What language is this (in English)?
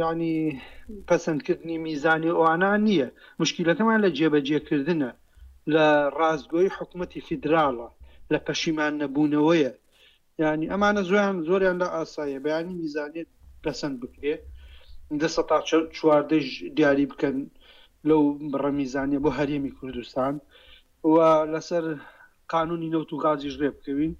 Central Kurdish